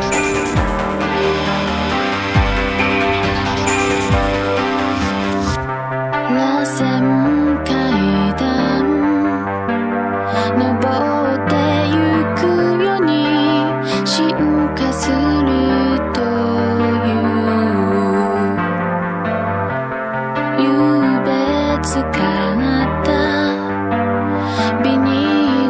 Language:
Japanese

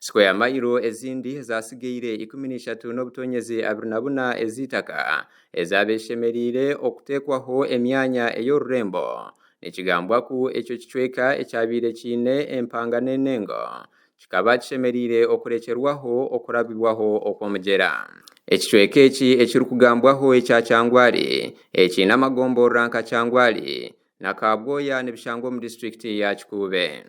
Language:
Nyankole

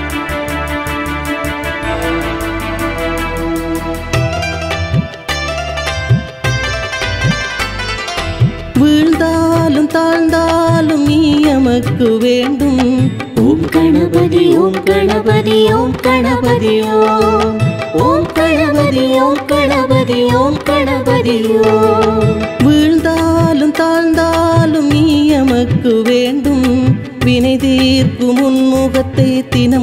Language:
Tamil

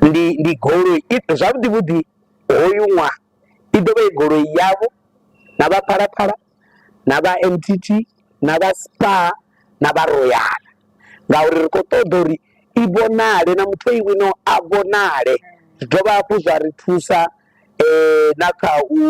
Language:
Venda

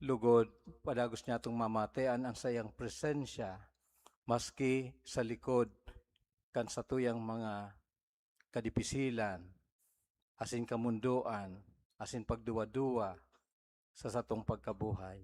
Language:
Bikol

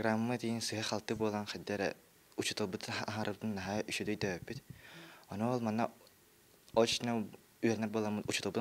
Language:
Yakut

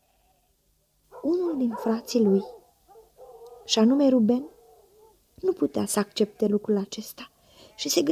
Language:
Romanian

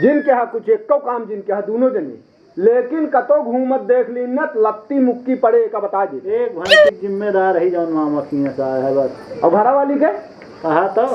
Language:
Awadhi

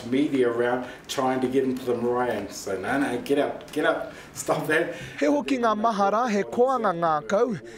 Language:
Māori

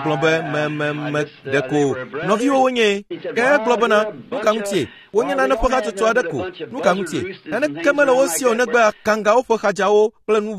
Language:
Ewe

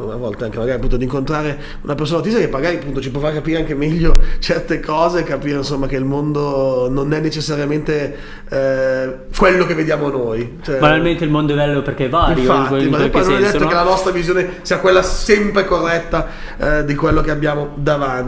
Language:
Italian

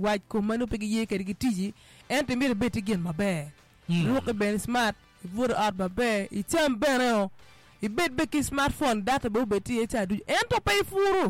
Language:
Acoli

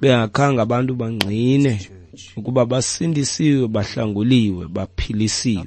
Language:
Xhosa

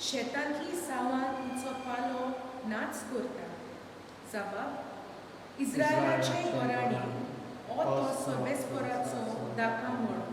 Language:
Konkani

